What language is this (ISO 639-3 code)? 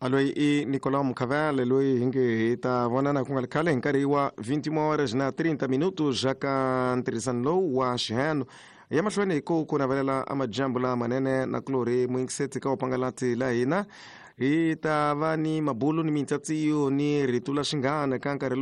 tso